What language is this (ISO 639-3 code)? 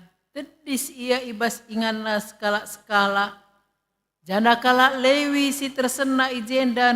btx